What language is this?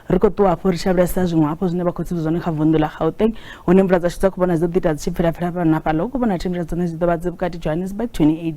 Venda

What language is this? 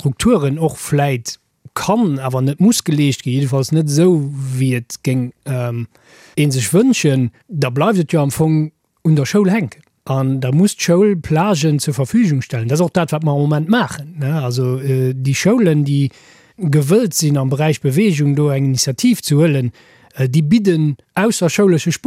Luxembourgish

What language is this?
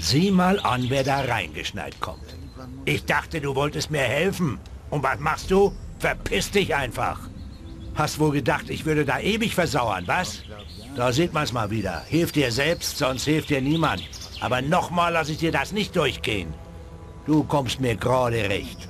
Bavarian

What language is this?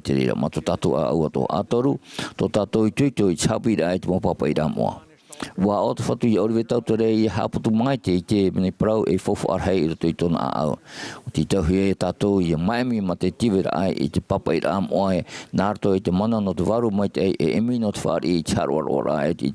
Tahitian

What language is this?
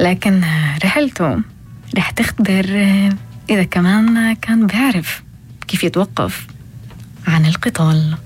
North Levantine Arabic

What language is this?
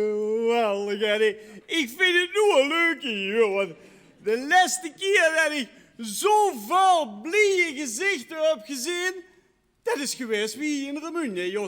Limburgish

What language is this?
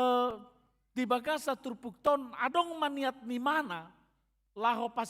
Batak Toba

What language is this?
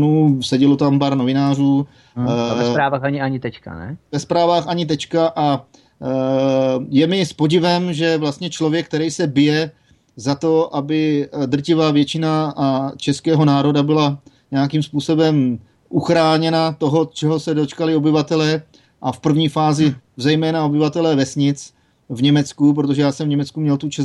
Czech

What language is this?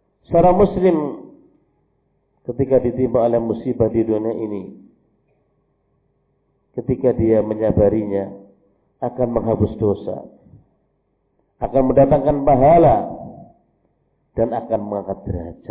Indonesian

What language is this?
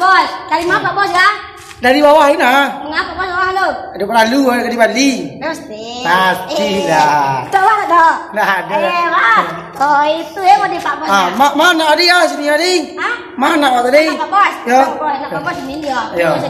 Minangkabau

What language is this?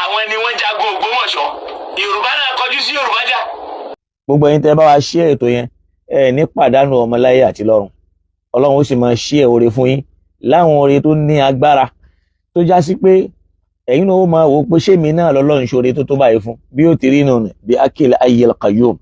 Yoruba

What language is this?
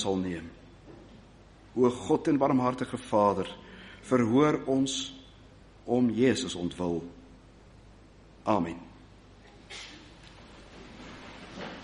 Afrikaans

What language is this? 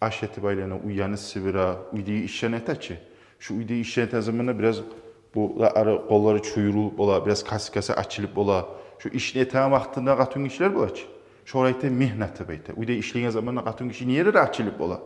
Kumyk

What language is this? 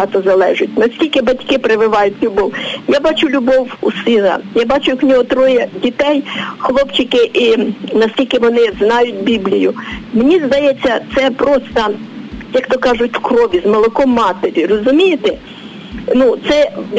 Ukrainian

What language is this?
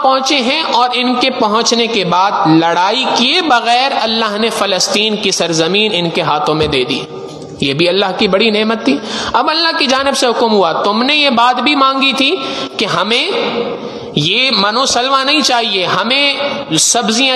Urdu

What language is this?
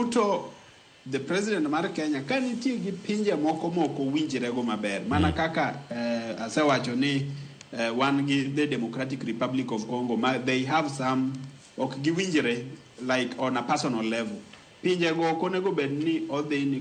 Luo (Kenya and Tanzania)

